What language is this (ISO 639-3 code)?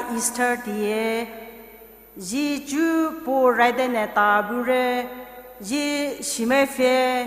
pmx